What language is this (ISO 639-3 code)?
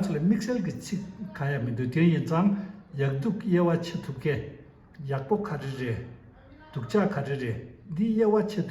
bod